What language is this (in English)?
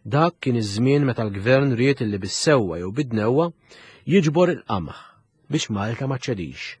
Maltese